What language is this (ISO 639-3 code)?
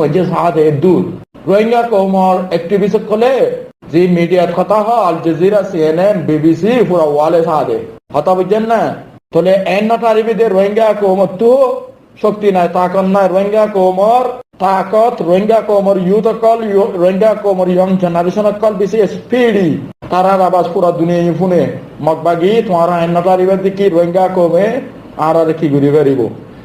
rhg